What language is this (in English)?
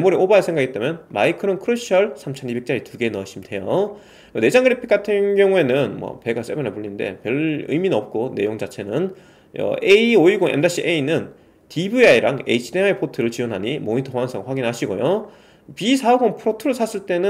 Korean